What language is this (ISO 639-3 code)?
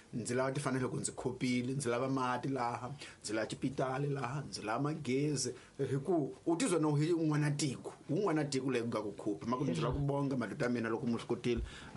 tso